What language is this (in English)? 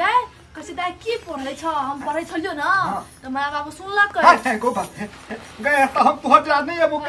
Maithili